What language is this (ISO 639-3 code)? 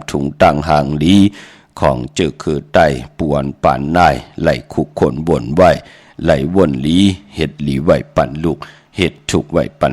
shn